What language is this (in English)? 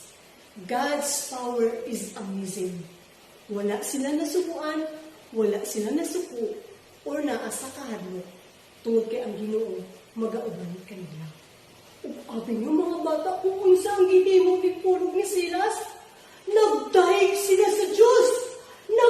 Cebuano